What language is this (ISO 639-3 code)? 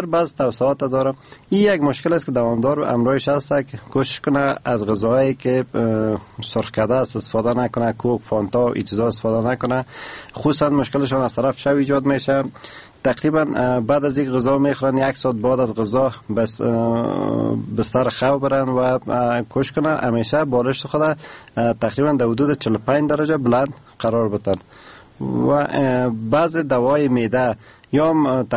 fas